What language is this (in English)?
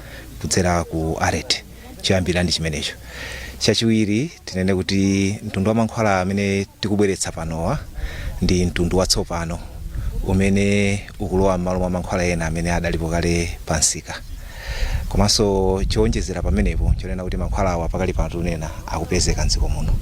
Nyanja